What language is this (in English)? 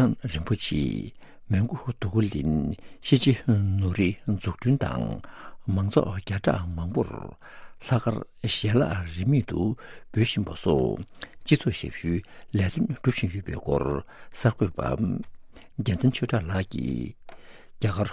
Tibetan